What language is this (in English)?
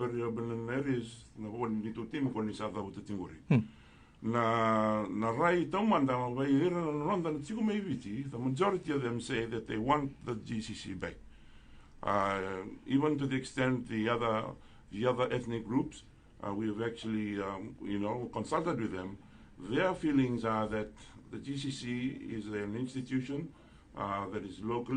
Fijian